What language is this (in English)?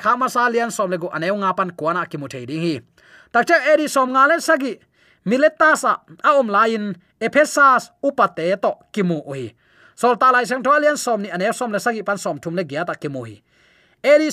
Tedim Chin